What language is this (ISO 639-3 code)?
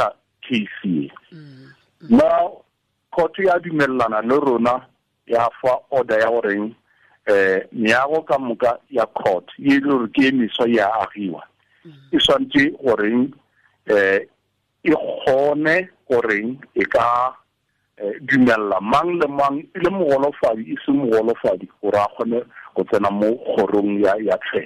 tsn